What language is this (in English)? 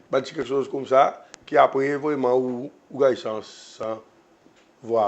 Seselwa Creole French